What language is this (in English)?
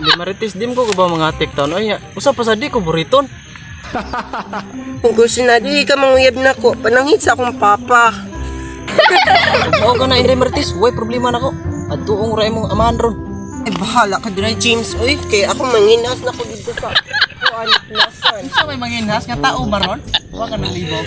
Cebuano